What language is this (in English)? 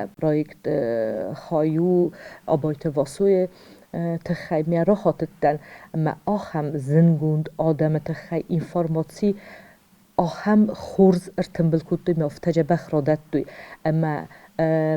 Ossetic